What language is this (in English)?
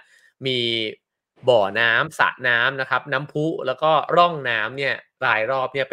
Thai